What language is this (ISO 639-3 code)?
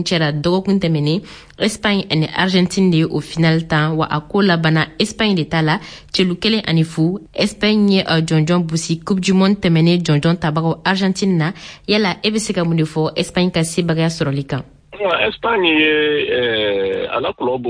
bam